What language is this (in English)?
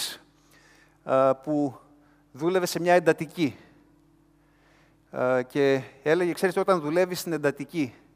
Greek